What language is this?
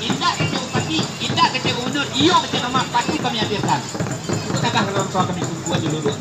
Minangkabau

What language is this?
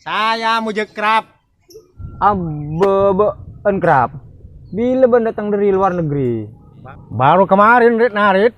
Madurese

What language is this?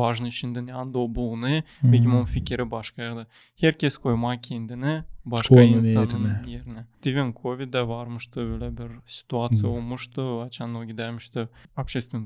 Gagauz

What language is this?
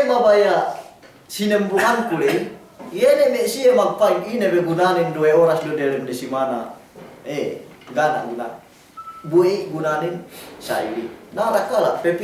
Yakan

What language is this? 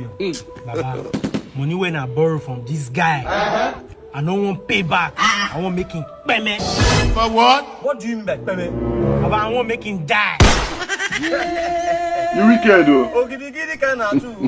Nigerian Pidgin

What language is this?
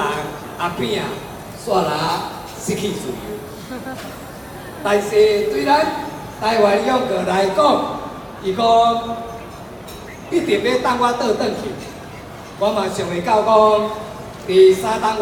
Min Nan Chinese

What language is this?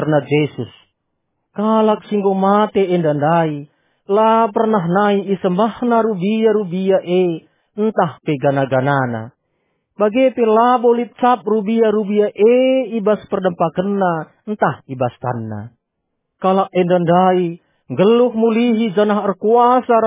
Batak Karo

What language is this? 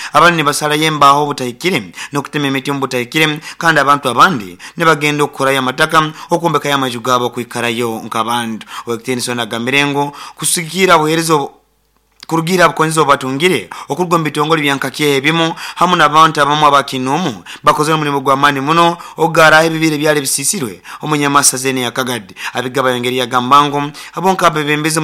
Nyoro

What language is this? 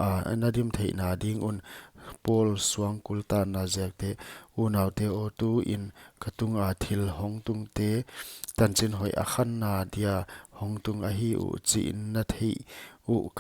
Paite Chin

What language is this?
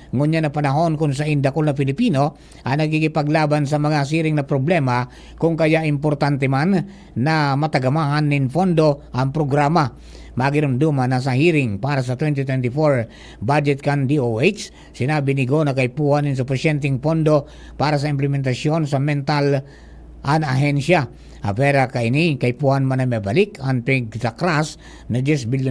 Bikol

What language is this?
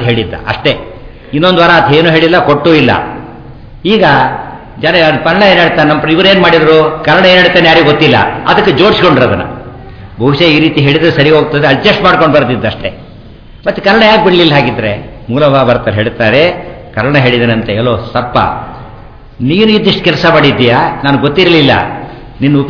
Kannada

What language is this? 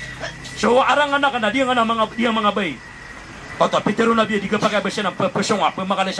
Maranao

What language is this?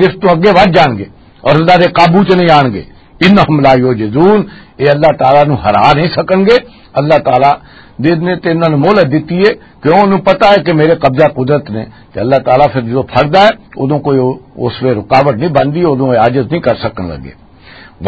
Western Panjabi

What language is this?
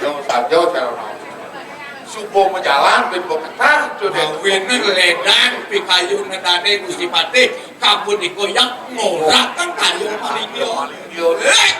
Balinese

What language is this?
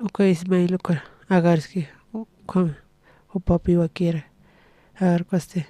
Aymara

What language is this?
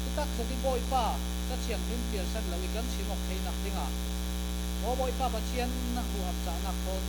Falam Chin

